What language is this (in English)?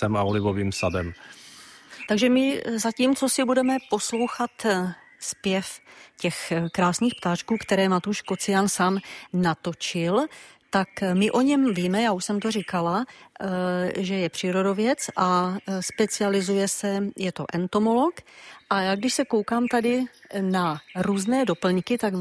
Czech